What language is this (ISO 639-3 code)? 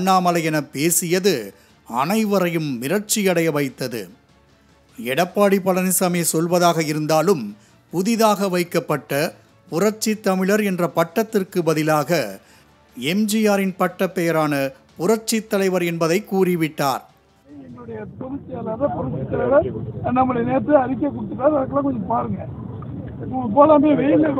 tam